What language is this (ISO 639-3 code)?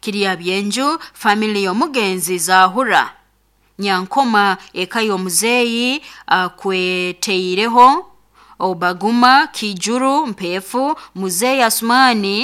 nyn